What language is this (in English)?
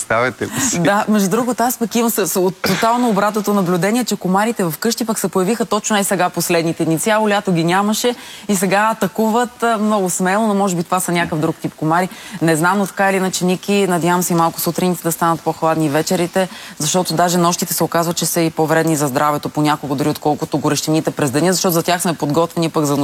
Bulgarian